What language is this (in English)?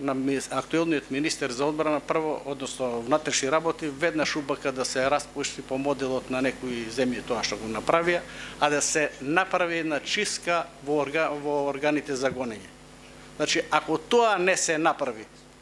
Macedonian